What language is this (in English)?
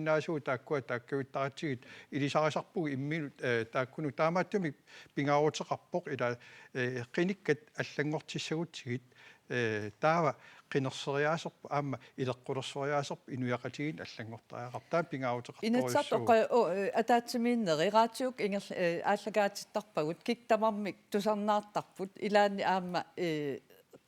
Kalaallisut